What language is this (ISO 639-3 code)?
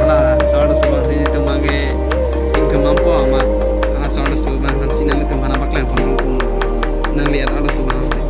mjw